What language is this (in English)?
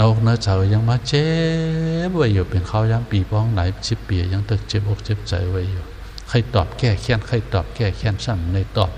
Shan